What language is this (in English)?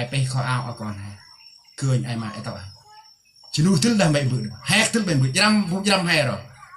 Central Mnong